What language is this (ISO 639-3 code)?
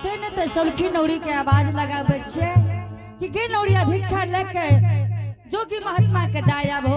anp